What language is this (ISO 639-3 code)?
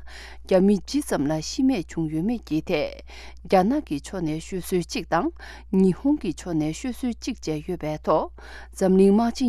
bod